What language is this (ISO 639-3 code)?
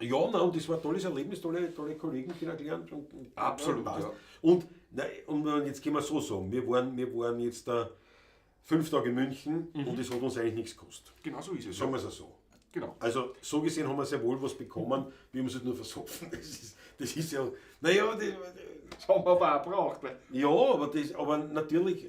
bar